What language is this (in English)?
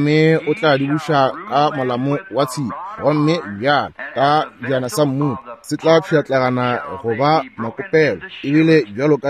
Northern Sotho